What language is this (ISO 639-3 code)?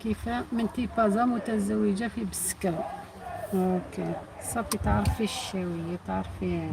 arq